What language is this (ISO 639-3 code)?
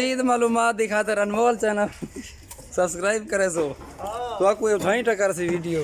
skr